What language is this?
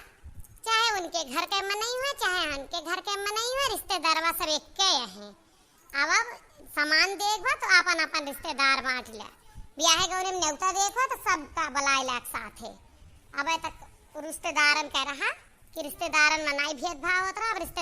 Awadhi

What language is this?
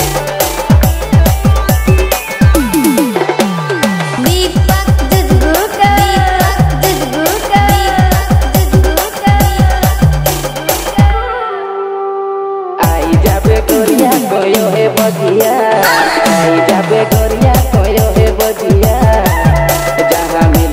Bhojpuri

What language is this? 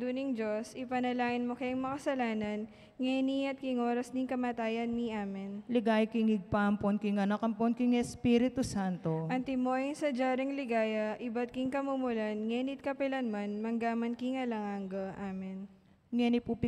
Pampanga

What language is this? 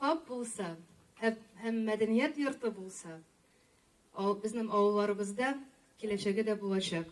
Tatar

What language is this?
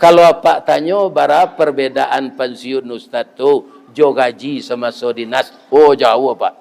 Minangkabau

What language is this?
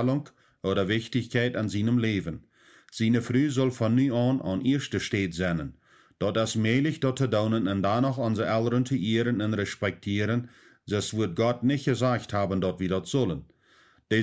Plautdietsch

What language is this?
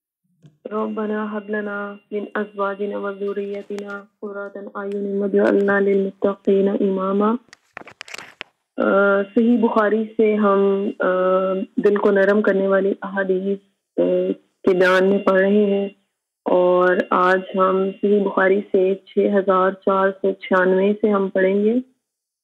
Urdu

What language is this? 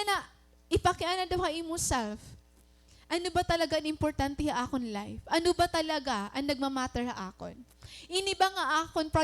Waray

